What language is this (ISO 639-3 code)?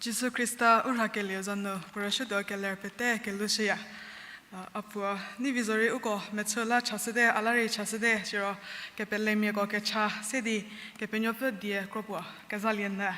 njm